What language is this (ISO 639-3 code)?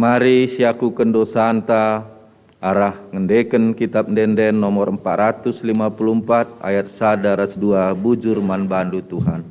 btx